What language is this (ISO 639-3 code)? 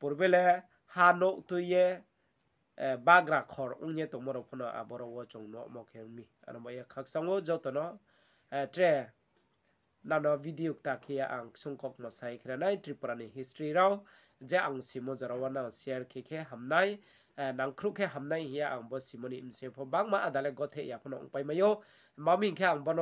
ria